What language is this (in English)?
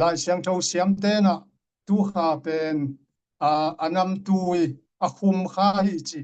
Tedim Chin